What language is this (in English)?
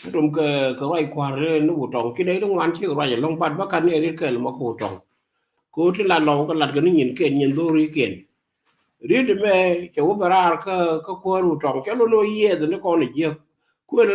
Nuer